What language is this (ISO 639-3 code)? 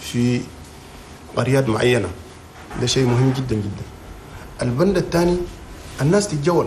shu